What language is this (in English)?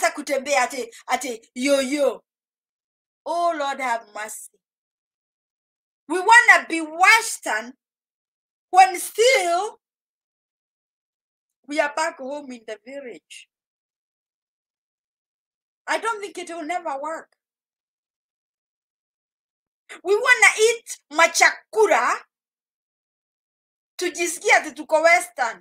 Swahili